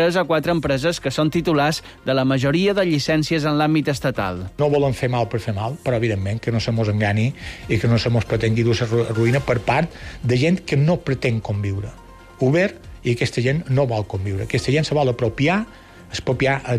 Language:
Catalan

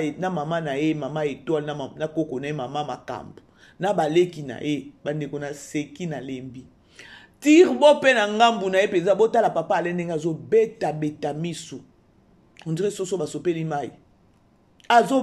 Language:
Lingala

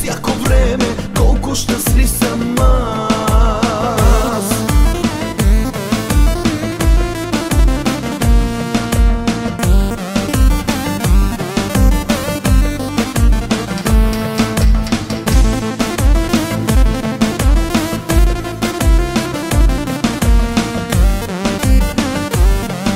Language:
Bulgarian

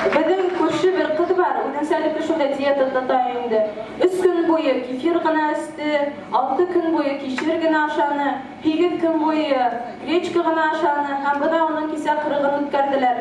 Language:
Bashkir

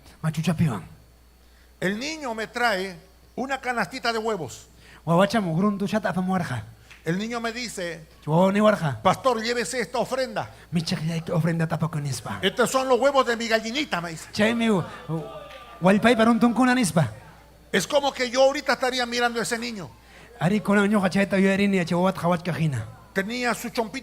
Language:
Ayacucho Quechua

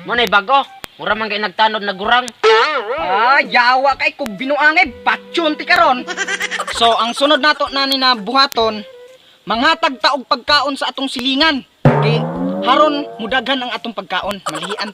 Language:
Cebuano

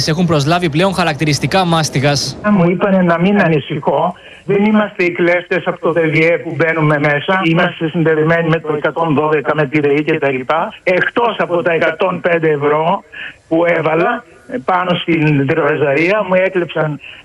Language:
Greek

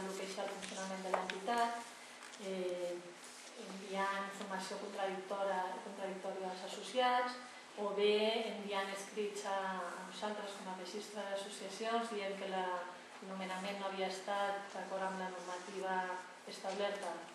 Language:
Catalan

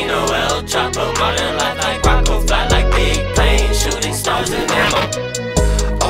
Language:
English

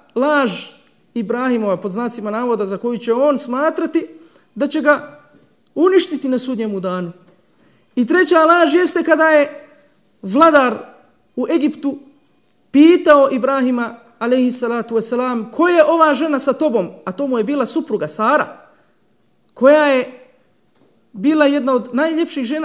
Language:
Bosnian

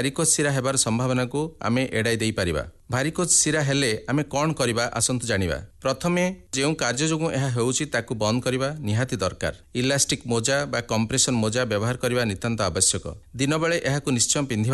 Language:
Odia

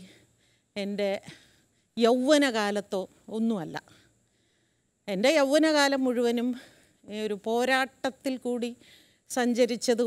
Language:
Malayalam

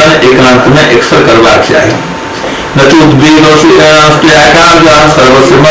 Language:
Maithili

